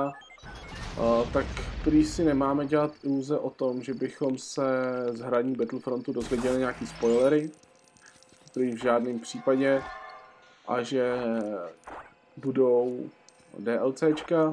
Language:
Czech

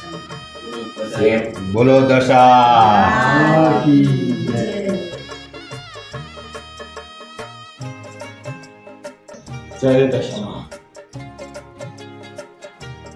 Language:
Gujarati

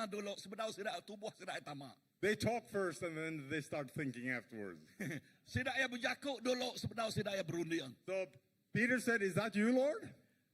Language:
Iban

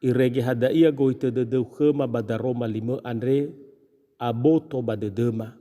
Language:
Nias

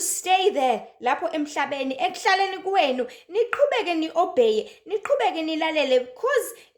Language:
Zulu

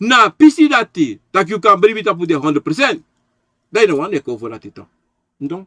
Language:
Sranan Tongo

